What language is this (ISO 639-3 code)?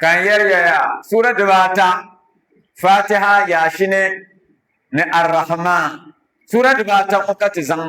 dag